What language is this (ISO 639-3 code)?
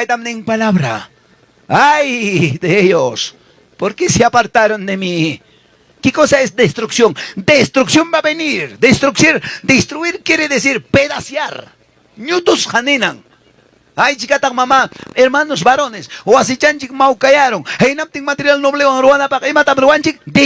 quy